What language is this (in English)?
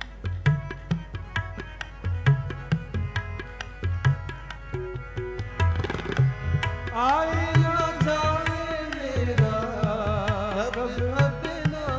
Punjabi